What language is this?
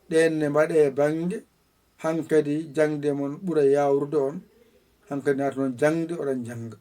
Fula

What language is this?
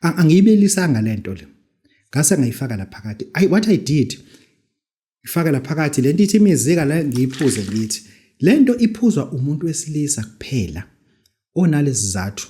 Zulu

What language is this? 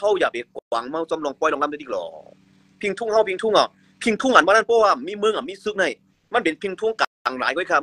Shan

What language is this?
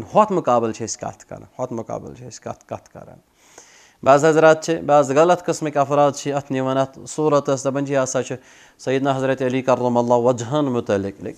Kashmiri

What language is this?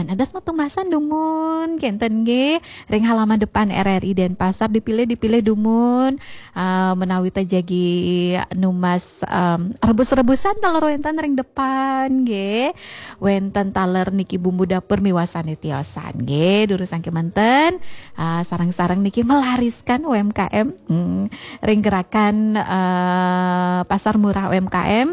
Balinese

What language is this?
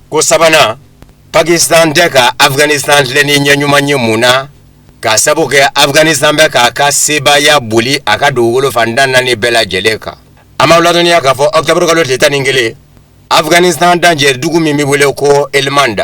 Bambara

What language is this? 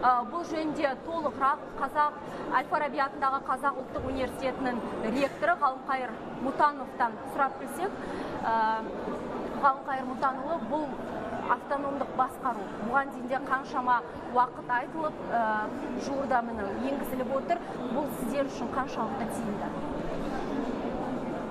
Kazakh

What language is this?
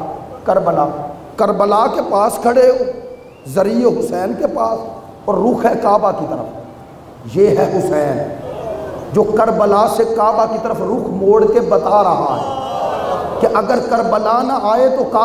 Urdu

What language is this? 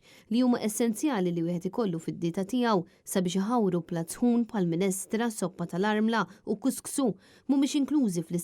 Maltese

